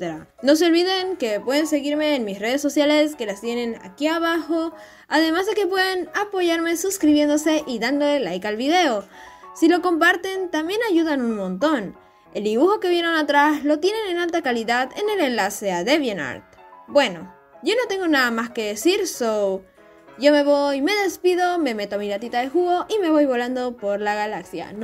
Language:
Spanish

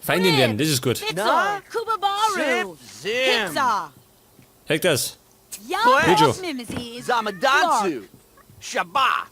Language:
Bavarian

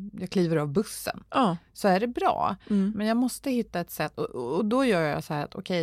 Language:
Swedish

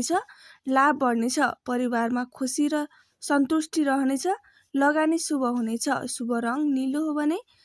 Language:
Nepali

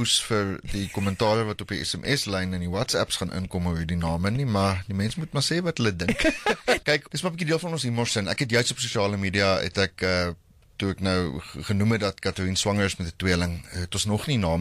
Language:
Afrikaans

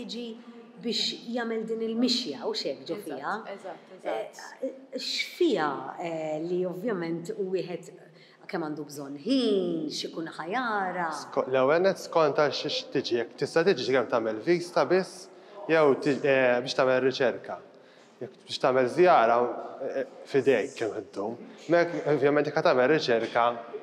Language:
Maltese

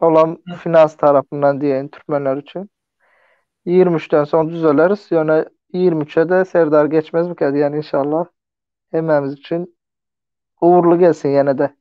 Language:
Turkmen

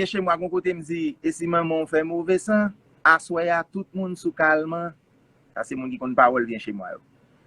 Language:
Haitian Creole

